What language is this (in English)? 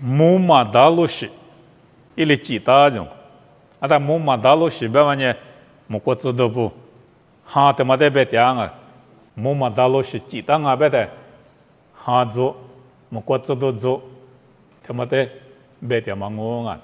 Lisu